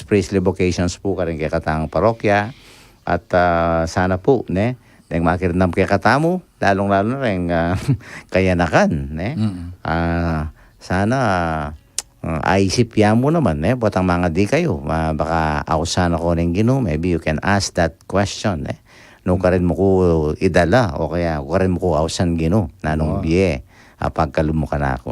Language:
Pampanga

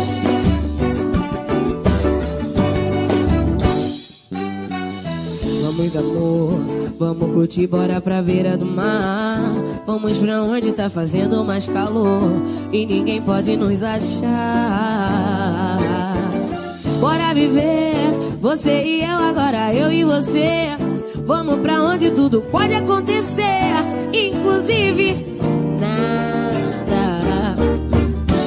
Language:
Portuguese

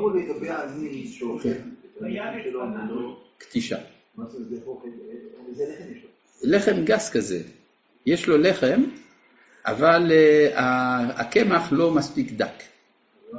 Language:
Hebrew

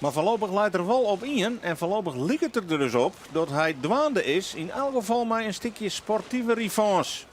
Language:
Western Frisian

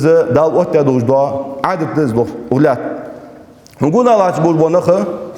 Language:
Ingush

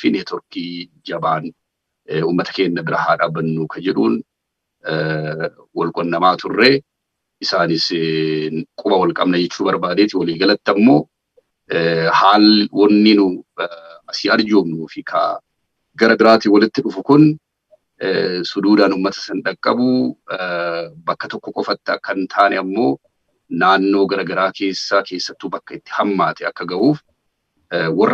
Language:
Oromo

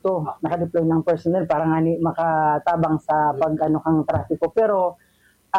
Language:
Bikol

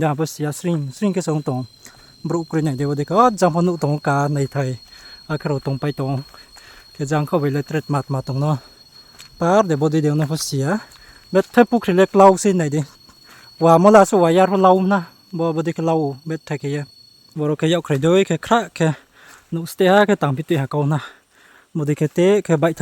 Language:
Riang (India)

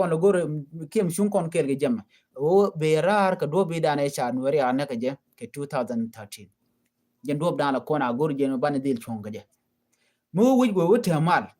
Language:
Nuer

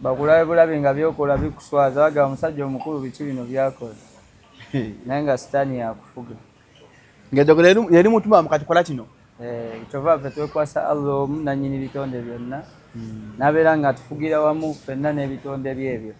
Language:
Ganda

